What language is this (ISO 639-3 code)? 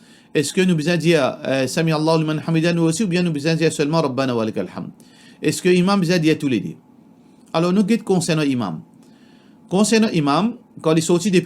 mfe